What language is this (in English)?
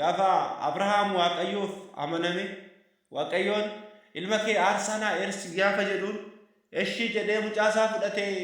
Oromo